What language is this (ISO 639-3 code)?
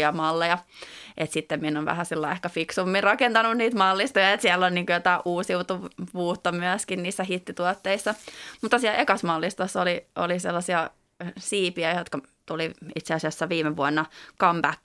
fin